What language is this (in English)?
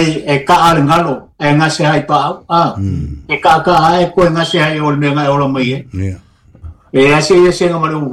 Samoan